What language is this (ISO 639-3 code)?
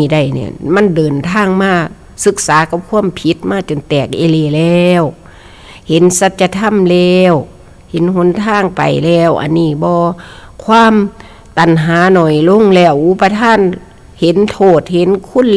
tts